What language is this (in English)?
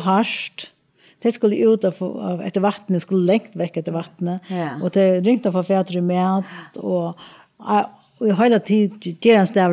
Faroese